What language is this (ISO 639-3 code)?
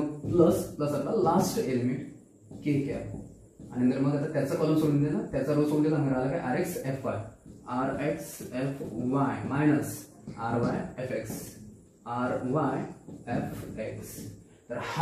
mar